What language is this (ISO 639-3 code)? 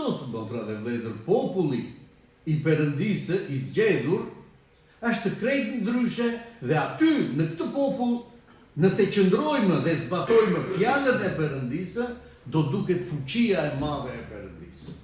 sqi